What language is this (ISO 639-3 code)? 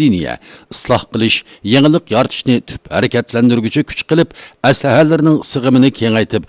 uig